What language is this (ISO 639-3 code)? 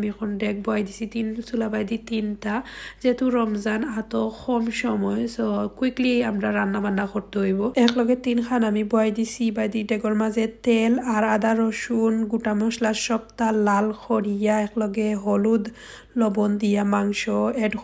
syl